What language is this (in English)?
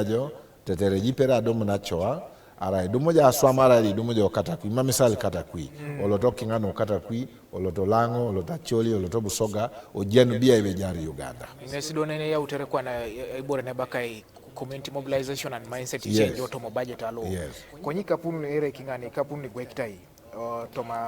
Teso